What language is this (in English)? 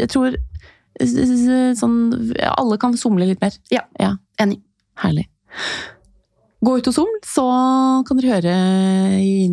Norwegian